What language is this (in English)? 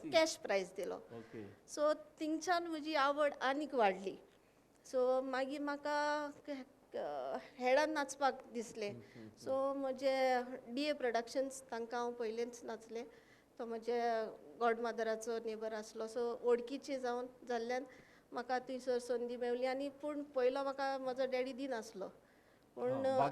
Konkani